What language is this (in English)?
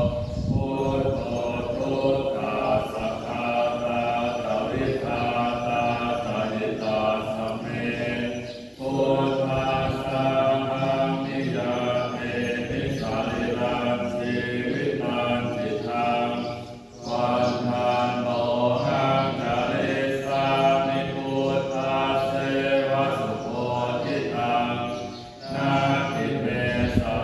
Pali